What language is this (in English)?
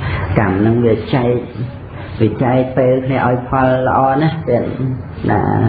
Khmer